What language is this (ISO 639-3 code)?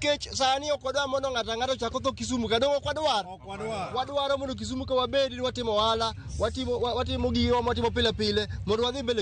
luo